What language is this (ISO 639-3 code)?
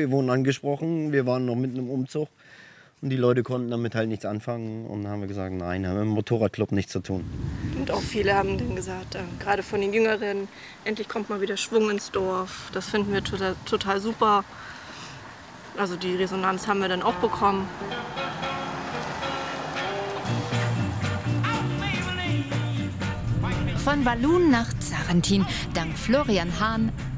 deu